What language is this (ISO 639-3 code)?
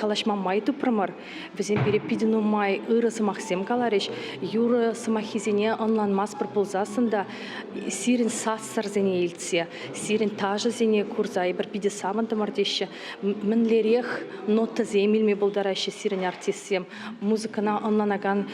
chv